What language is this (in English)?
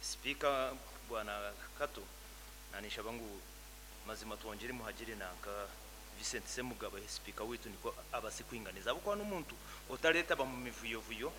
Nyankole